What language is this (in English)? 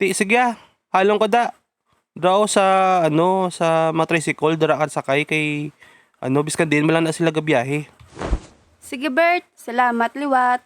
Hiligaynon